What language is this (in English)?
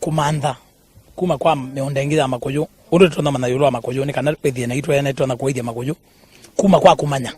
Kamba